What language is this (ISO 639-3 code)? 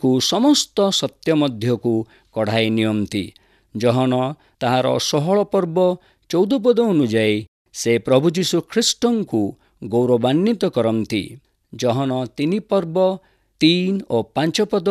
ori